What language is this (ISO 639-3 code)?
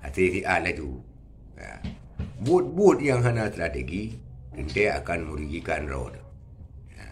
ace